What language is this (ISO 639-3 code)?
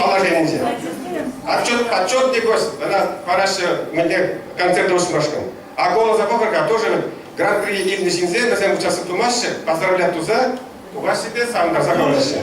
chv